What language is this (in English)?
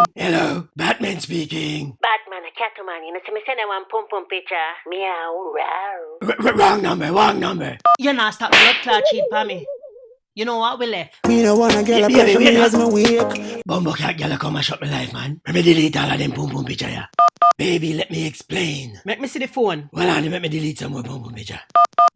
Jamaican Creole English